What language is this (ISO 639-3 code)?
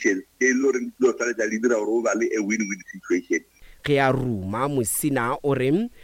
nso